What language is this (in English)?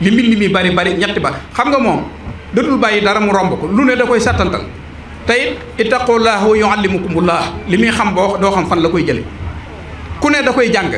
Wolof